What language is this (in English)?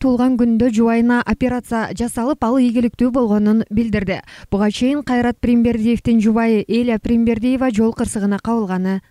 Kyrgyz